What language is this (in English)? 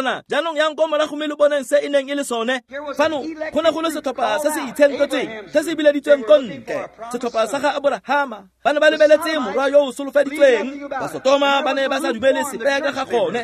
Tswana